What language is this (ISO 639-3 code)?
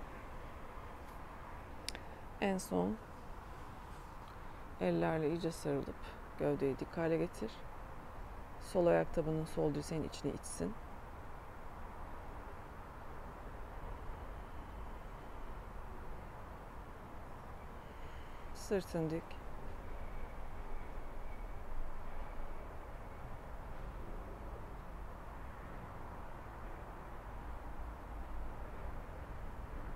tur